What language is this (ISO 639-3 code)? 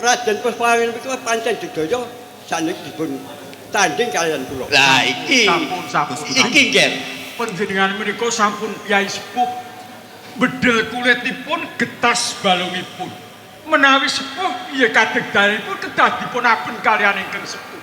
jav